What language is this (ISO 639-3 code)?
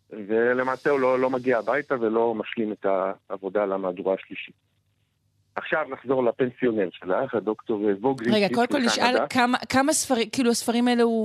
heb